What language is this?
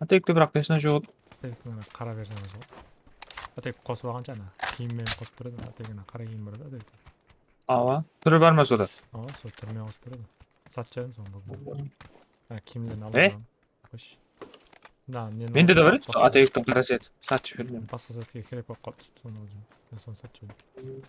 Kara-Kalpak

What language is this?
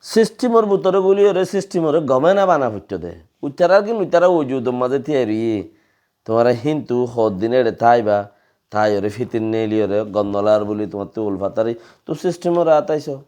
Rohingya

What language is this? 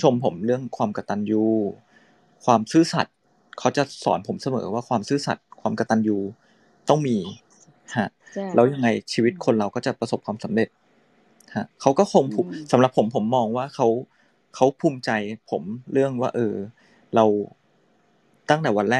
Thai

